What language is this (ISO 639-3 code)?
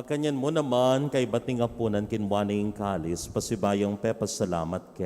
pam